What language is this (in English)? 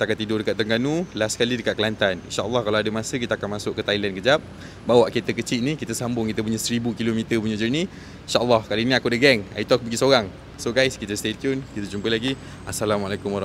Malay